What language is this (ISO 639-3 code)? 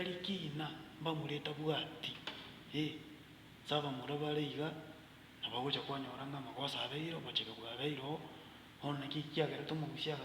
guz